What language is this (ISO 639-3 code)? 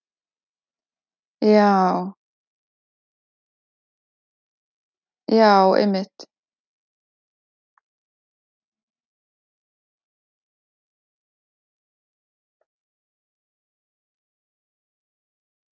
isl